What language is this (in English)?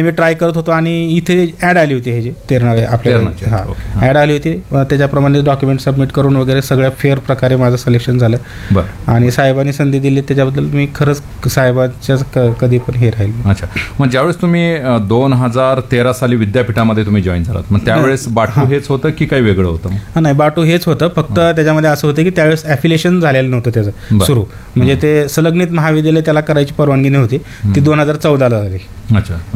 Marathi